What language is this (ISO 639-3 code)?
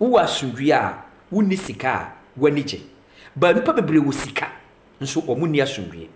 aka